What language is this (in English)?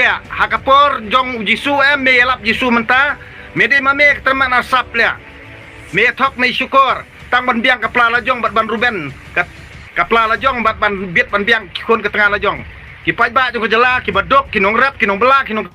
Khasi